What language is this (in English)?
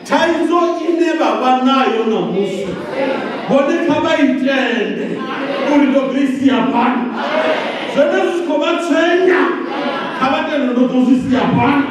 Venda